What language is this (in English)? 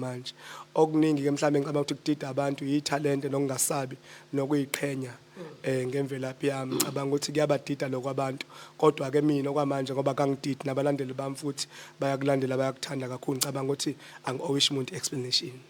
Zulu